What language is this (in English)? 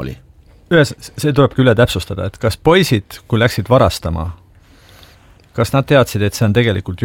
Estonian